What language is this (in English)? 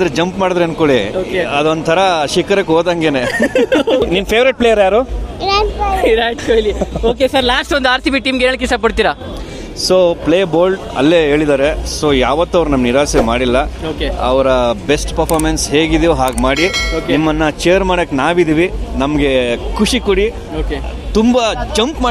Kannada